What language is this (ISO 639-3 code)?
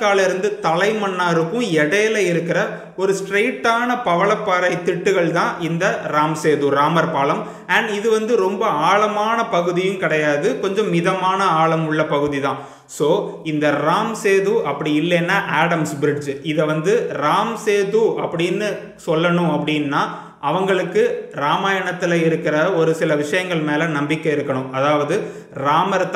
tam